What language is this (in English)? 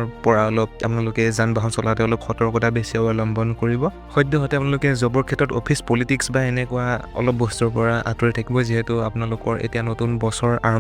Assamese